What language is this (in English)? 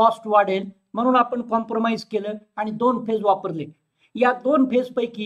Marathi